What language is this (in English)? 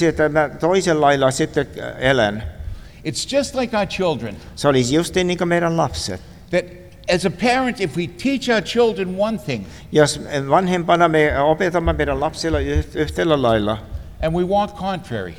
Finnish